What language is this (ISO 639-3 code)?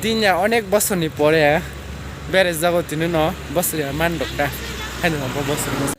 trp